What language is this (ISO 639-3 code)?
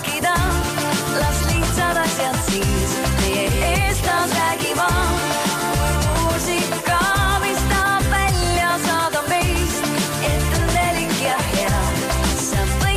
est